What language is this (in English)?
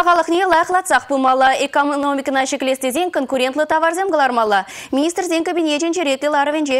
Chuvash